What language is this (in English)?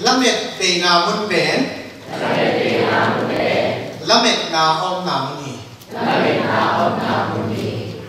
Tedim Chin